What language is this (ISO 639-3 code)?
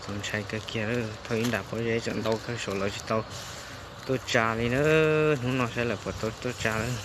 hmn